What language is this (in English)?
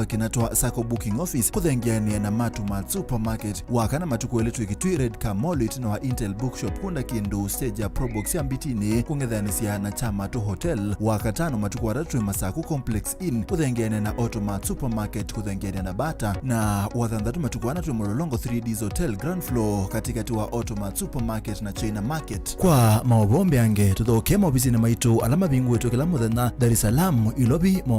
Kamba